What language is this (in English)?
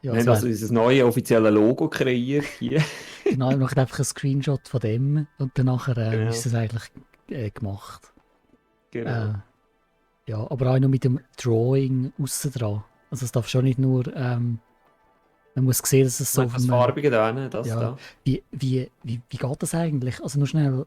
Swiss German